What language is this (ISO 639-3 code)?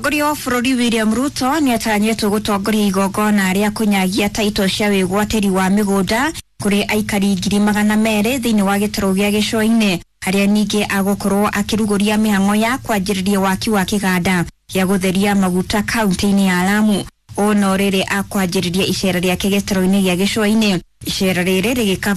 kik